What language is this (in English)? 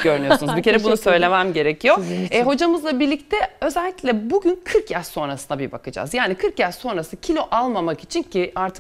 Turkish